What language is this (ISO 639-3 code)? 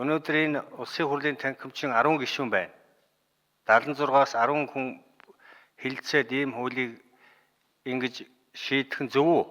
mon